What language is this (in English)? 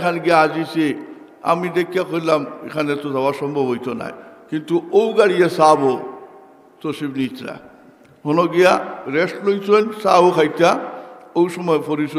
Sylheti